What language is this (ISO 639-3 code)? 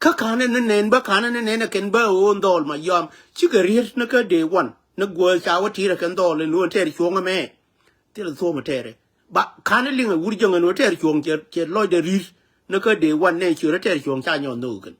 nus